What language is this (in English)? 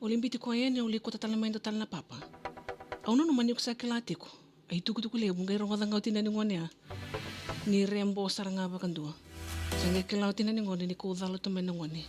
Fijian